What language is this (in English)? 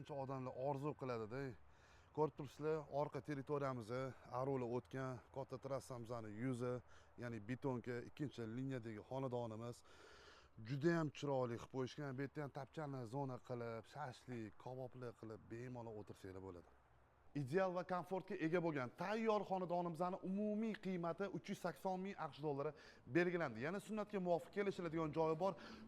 Uzbek